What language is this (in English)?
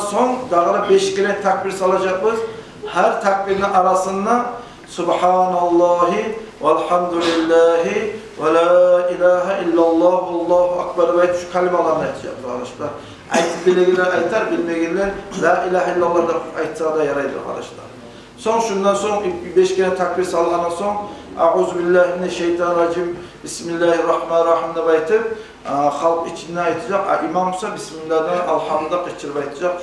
Kumyk